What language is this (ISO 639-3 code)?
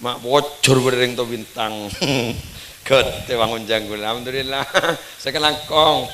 mad